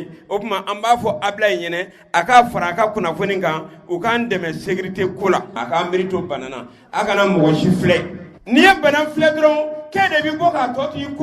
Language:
Bambara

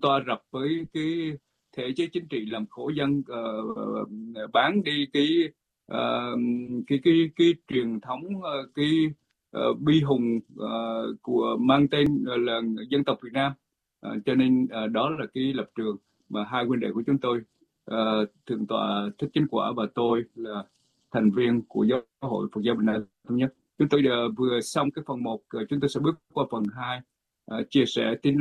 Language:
Vietnamese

